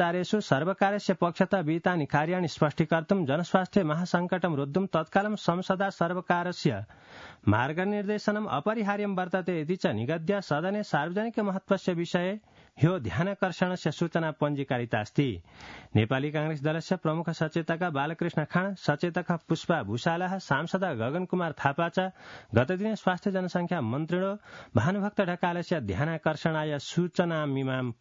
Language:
Sanskrit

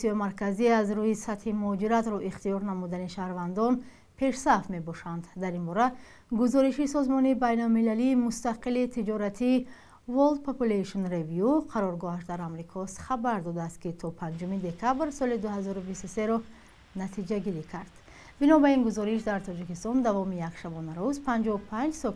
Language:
Tajik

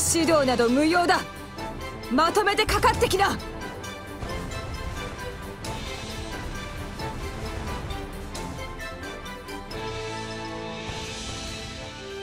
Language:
Japanese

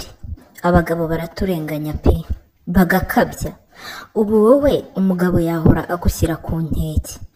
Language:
Kinyarwanda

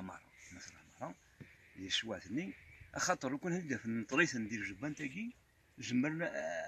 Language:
Kabyle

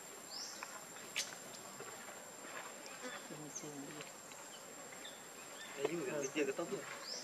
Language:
Vietnamese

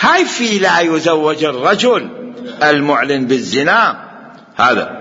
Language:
Mesopotamian Arabic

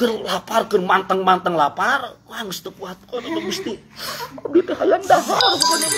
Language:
Sundanese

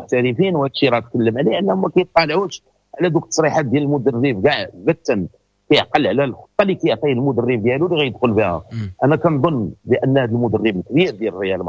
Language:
Moroccan Arabic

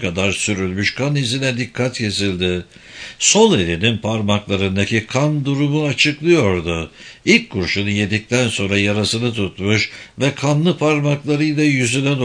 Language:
Turkish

